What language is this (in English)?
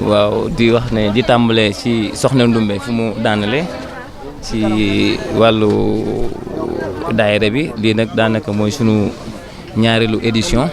Wolof